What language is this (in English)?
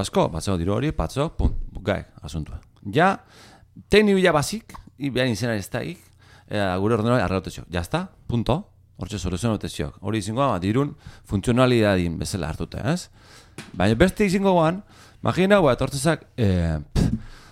Basque